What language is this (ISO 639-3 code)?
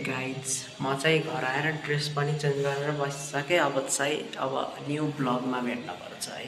nep